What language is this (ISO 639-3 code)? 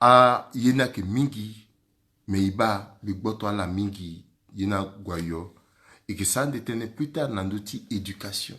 sag